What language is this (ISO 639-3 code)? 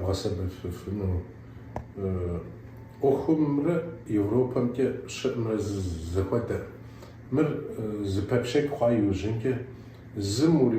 kbd